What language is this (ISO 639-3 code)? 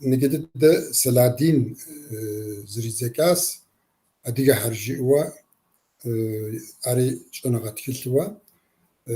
kbd